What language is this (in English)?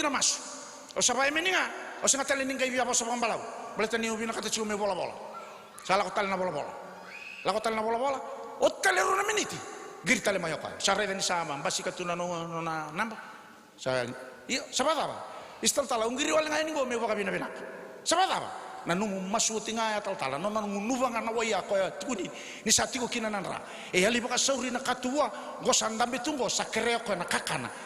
Fijian